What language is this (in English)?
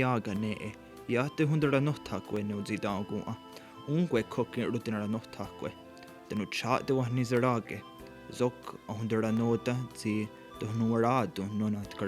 Mohawk